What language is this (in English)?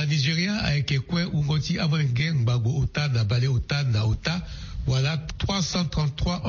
Sango